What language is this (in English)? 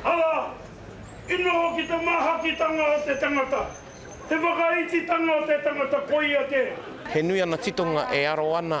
Māori